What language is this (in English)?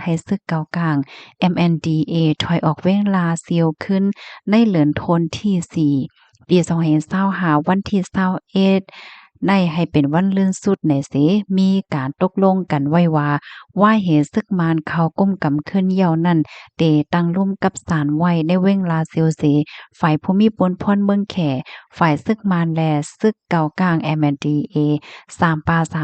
Shan